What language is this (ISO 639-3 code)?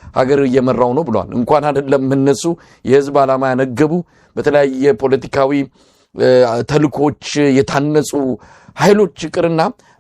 amh